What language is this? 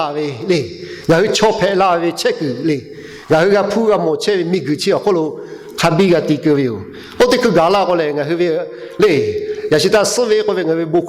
Lahu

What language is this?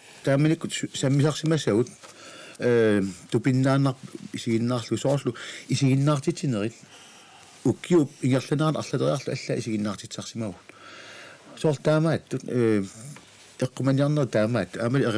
Kalaallisut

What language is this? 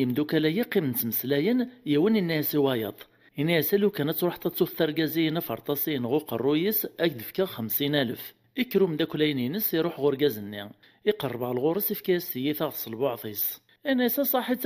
Kabyle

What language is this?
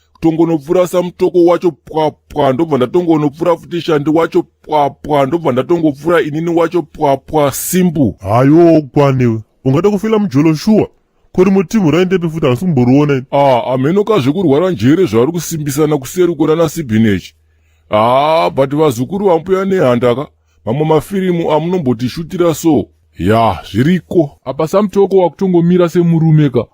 Shona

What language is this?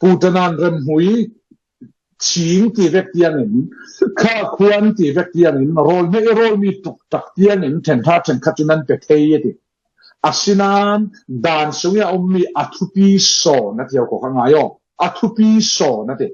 Falam Chin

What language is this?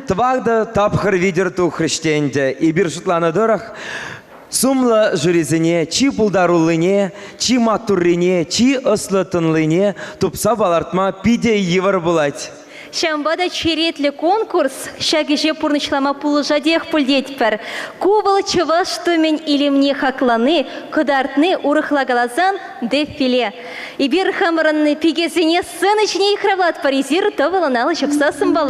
Chuvash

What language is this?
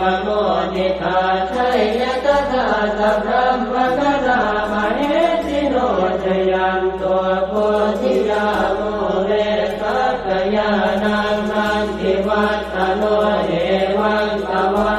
Pali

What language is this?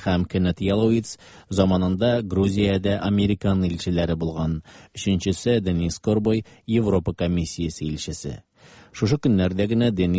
Tatar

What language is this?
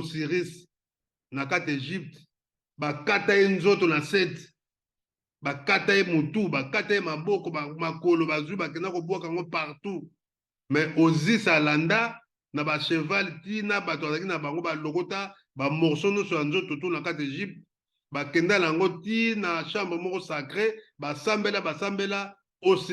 Lingala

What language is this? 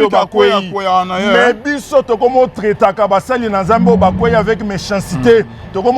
Lingala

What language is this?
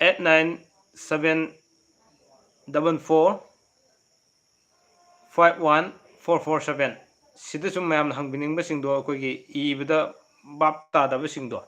Manipuri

